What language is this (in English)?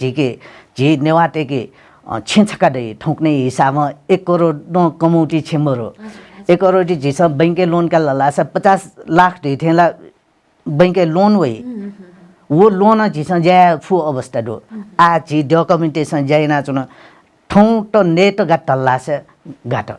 Newari